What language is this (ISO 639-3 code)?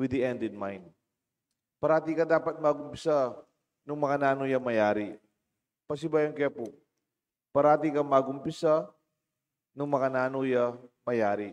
pam